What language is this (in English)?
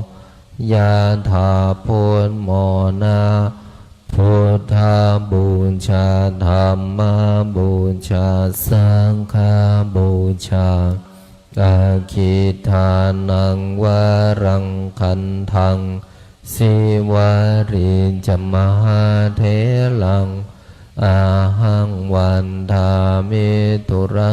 Pali